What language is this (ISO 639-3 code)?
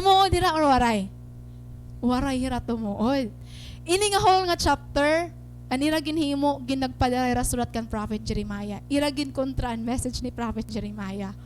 war